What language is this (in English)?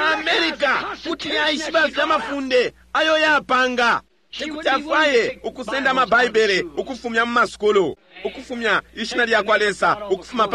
Bemba